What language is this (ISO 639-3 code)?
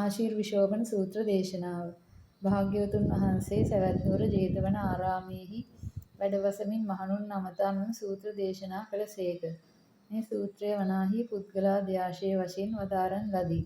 sin